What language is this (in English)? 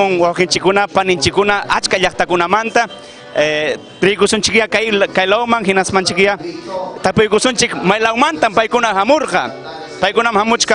Ayacucho Quechua